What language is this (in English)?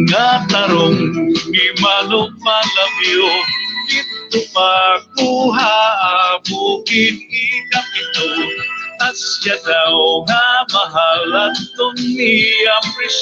Waray